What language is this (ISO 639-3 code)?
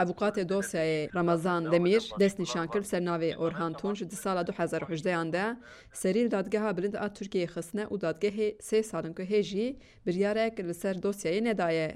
kur